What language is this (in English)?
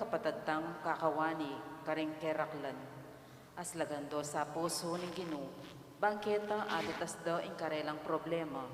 Pampanga